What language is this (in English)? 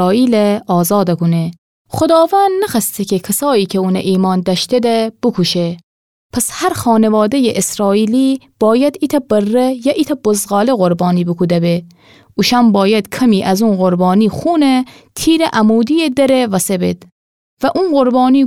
Gilaki